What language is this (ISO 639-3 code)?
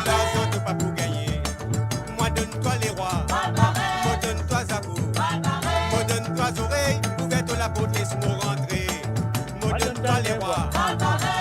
mfe